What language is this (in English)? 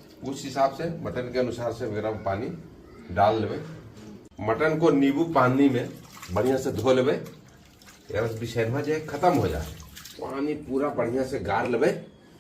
Magahi